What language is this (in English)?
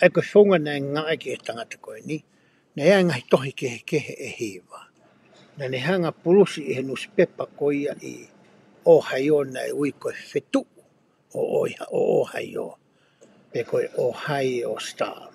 Tongan